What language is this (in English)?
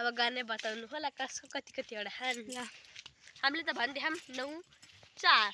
Nepali